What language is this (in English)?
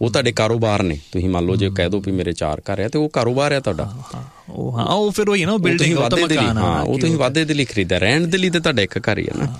Punjabi